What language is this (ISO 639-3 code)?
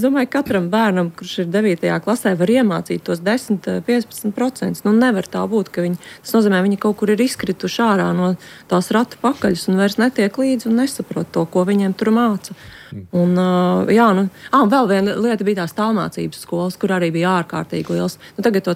lav